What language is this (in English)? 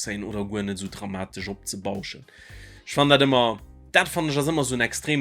Luxembourgish